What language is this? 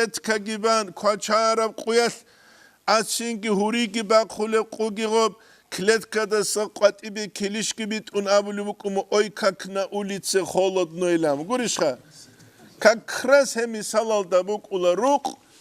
Avaric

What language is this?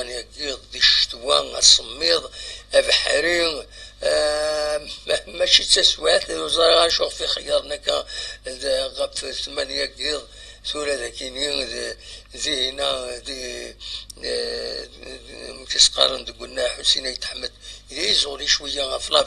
Kabyle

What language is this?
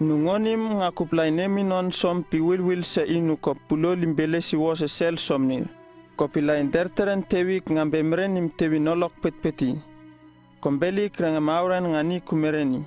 Uripiv-Wala-Rano-Atchin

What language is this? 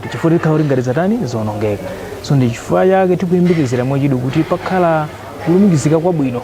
Nyanja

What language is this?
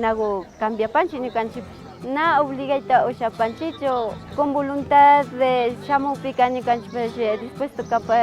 Imbabura Highland Quichua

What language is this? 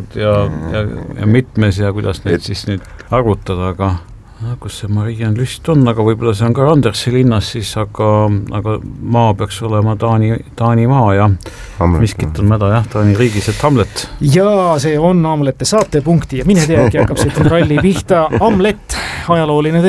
Estonian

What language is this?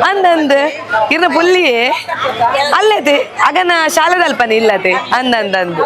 Tulu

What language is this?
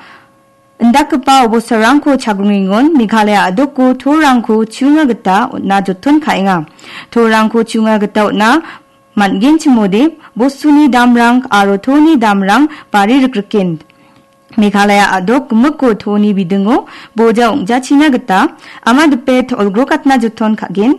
Garo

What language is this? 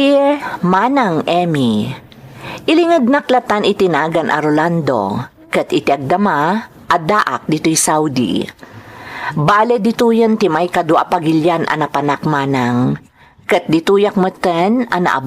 Iloko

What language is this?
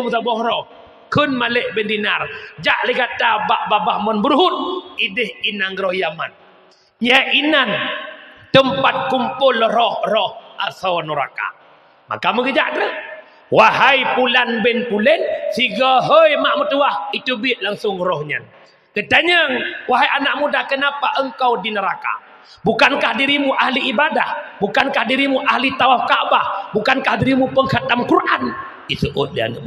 Achinese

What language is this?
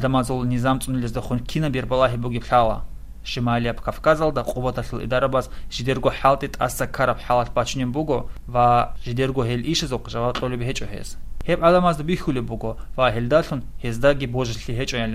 Avaric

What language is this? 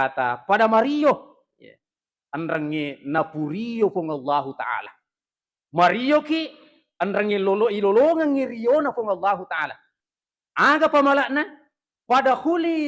Buginese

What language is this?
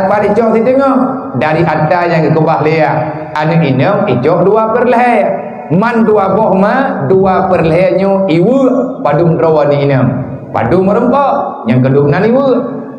Achinese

